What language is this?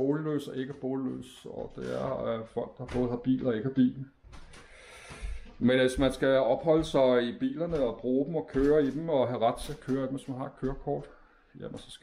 Danish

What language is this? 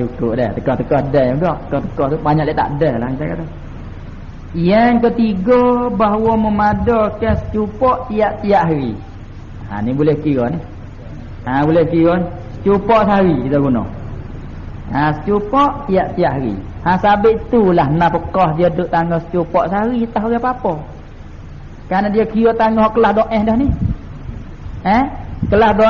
Malay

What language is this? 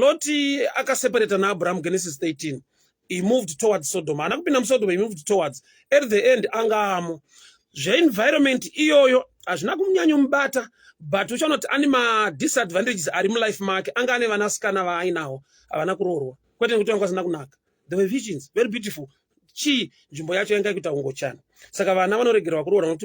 Shona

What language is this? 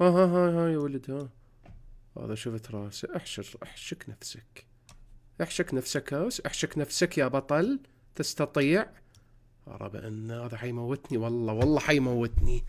Mesopotamian Arabic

